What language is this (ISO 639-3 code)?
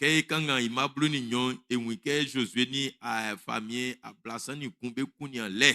bci